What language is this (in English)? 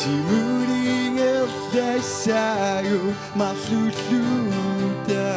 Kalaallisut